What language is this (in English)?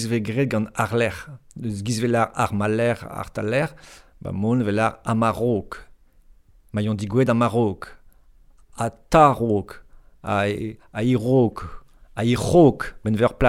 Breton